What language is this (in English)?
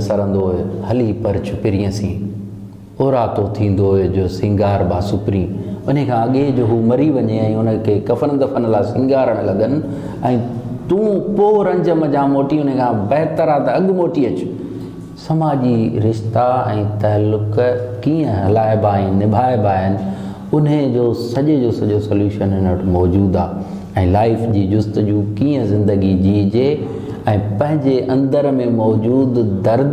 Sindhi